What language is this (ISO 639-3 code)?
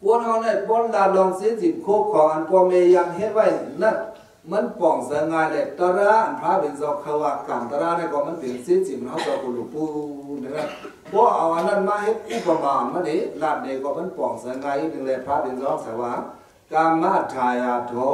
shn